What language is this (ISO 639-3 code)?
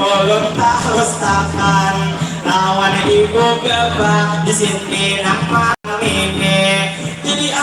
bjn